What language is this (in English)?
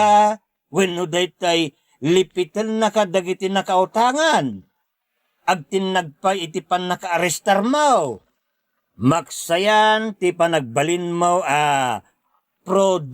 Iloko